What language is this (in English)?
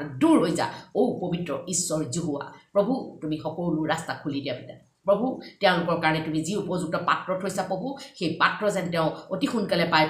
Assamese